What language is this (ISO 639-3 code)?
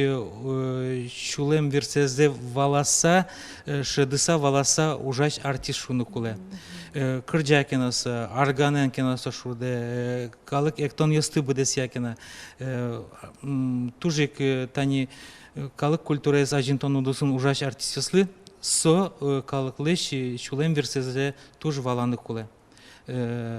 udm